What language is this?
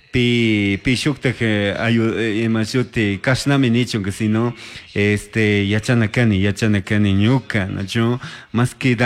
Chimborazo Highland Quichua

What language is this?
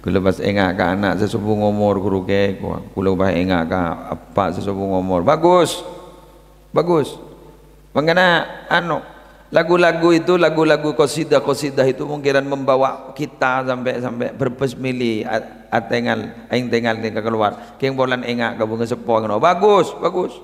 Madurese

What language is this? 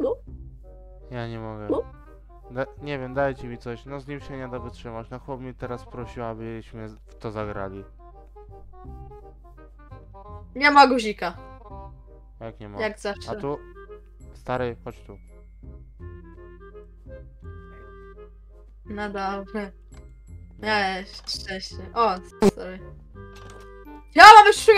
Polish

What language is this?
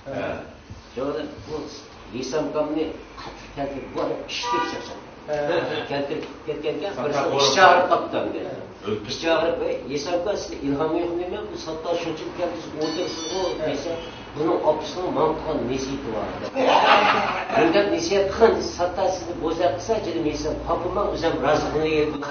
Uyghur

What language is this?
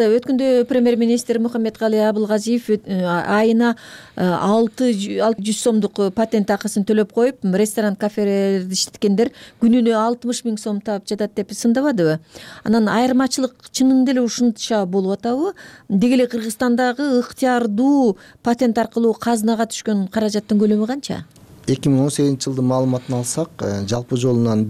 Kyrgyz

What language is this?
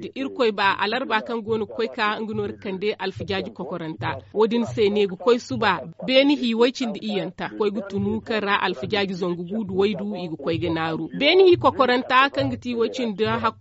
Zarma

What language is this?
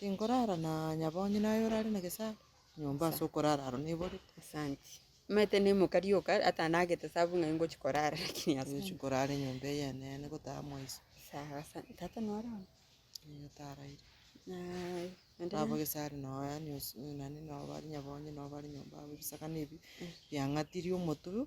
Gusii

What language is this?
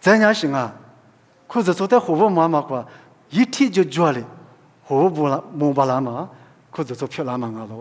Lisu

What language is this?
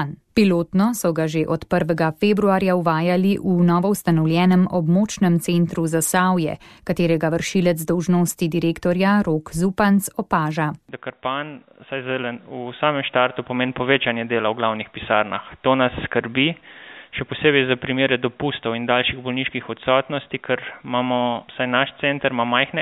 Slovenian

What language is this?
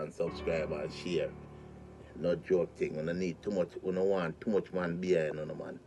Jamaican Creole English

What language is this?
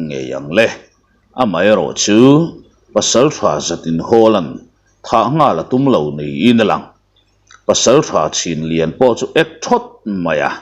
Mizo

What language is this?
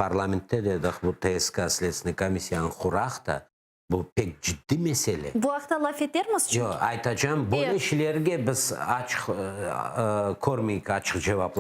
Crimean Tatar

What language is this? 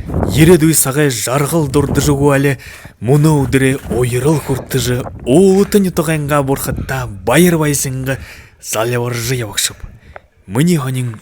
Buriat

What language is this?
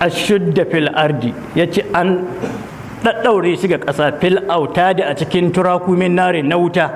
Hausa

